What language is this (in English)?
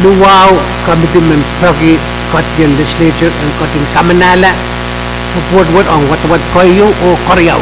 Pohnpeian